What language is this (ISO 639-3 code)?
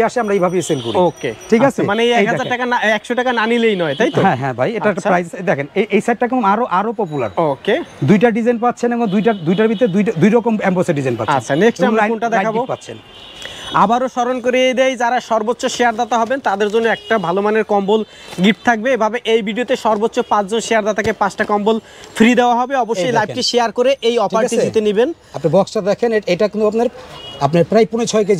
ben